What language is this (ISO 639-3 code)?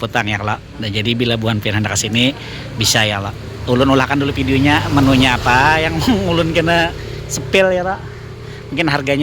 bjn